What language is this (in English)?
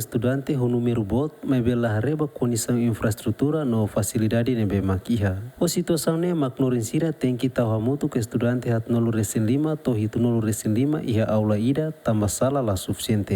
Tetum